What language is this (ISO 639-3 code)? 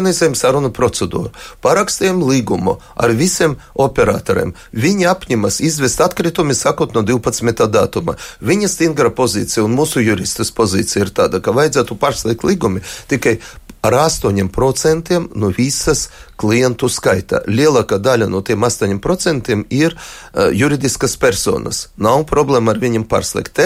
lav